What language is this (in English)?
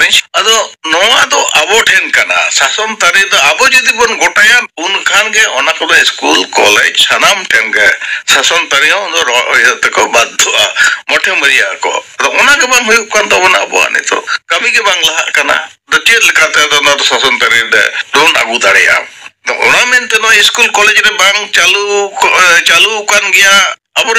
Santali